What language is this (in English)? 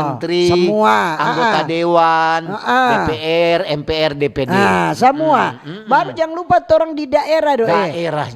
Manado Malay